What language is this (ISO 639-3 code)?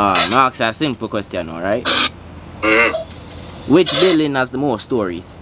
jam